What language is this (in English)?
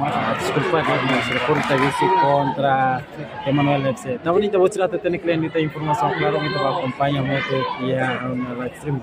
Tetum